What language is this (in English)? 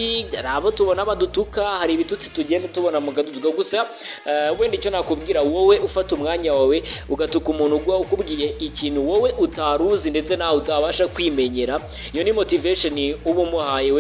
Kinyarwanda